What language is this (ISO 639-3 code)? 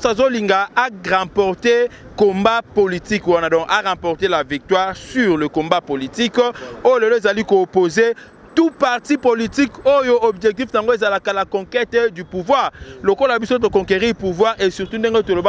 lin